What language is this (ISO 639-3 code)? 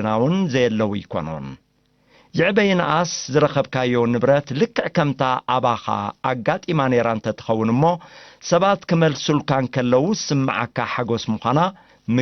tir